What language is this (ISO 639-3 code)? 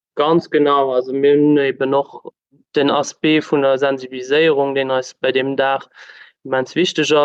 ltz